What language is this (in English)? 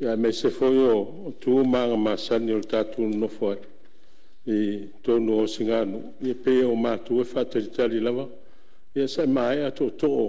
Samoan